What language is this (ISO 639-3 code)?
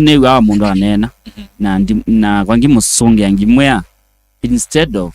kam